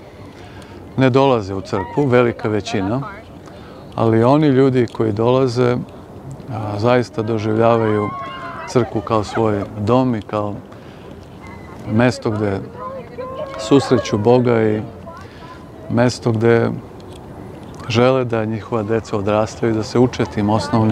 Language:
Serbian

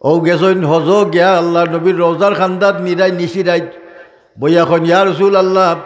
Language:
Sylheti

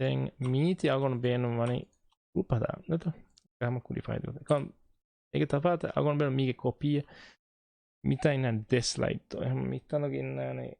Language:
Divehi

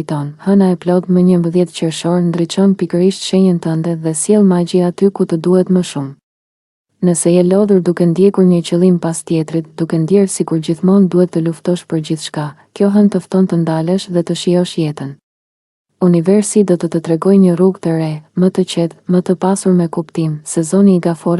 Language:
Albanian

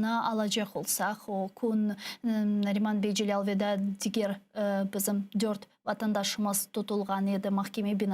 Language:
Crimean Tatar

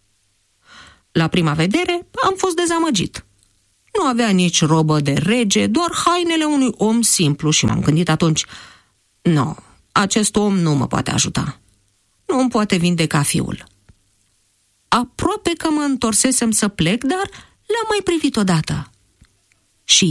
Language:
Romanian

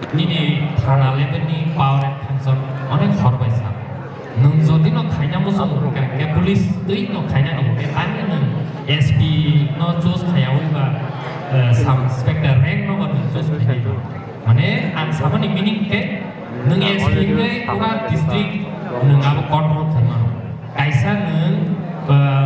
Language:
Kok Borok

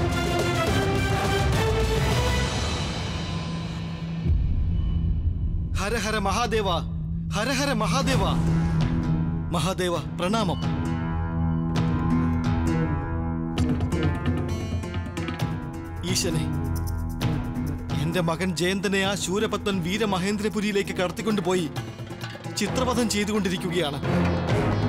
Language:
Malayalam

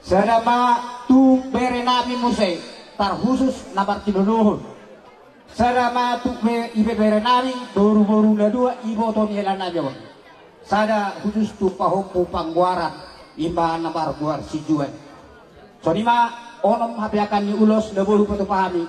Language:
Batak Toba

